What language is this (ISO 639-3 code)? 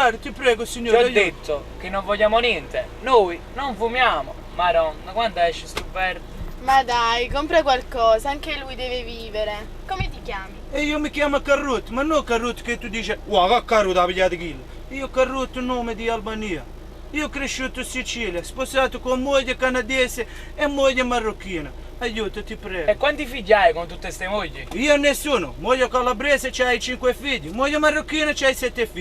nap